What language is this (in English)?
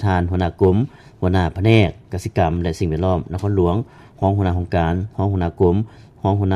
Lao